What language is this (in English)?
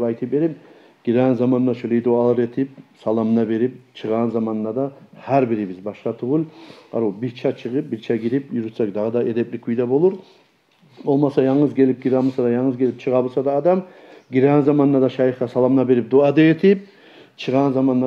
Kumyk